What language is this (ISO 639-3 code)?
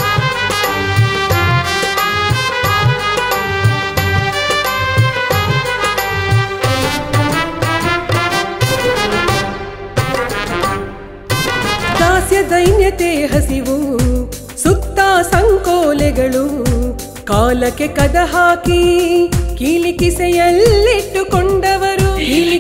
kan